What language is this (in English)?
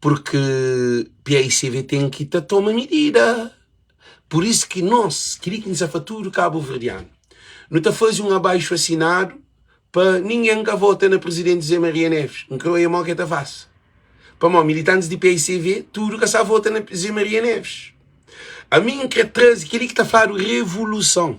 Kabuverdianu